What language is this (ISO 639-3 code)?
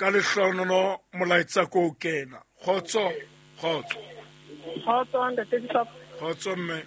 sot